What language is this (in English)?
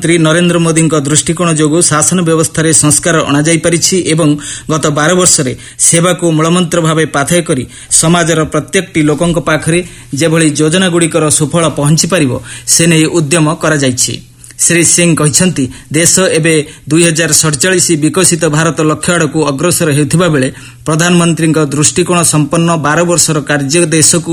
Odia